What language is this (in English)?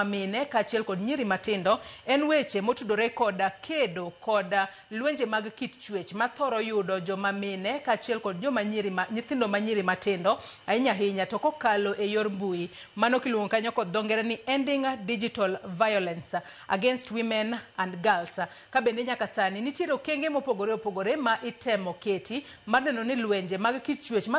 Luo (Kenya and Tanzania)